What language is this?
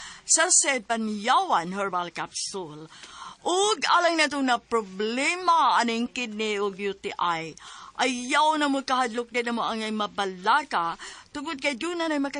Cebuano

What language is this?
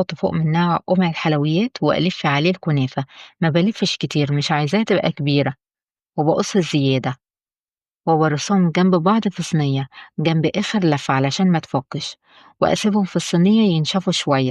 Egyptian Arabic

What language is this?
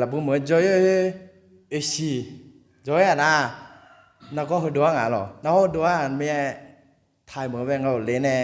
Akha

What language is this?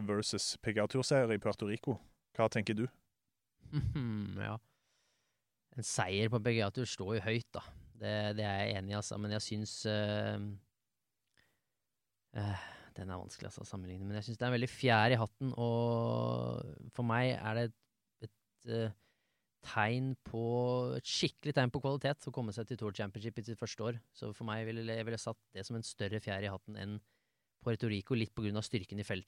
Norwegian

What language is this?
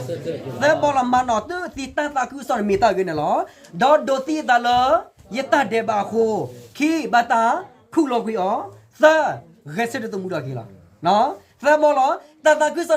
S'gaw Karen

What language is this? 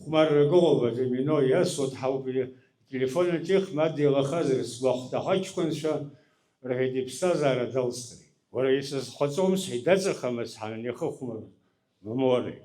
Abkhazian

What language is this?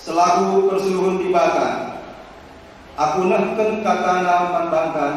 Batak Karo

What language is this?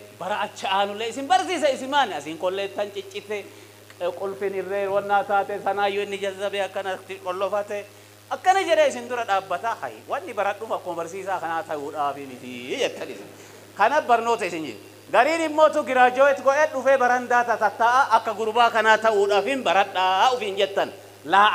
Oromo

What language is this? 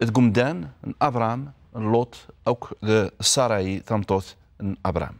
Kabyle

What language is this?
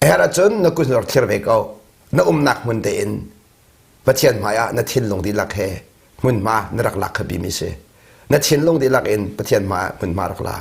Hakha Chin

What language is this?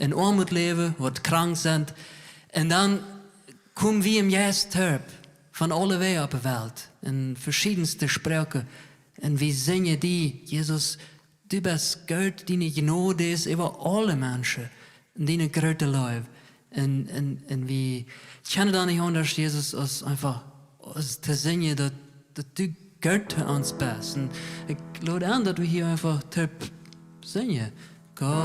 Plautdietsch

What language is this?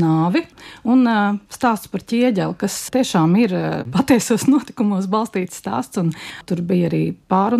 Latvian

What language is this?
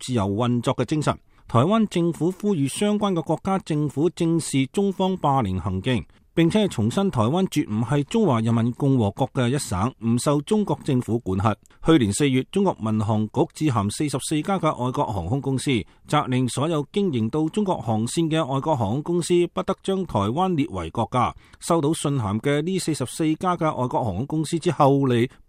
Cantonese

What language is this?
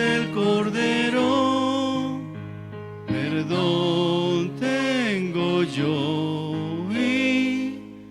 Aymara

